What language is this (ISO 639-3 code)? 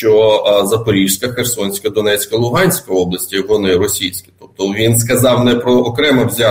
ukr